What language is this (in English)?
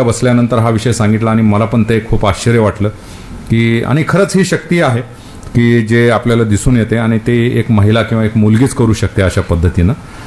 Marathi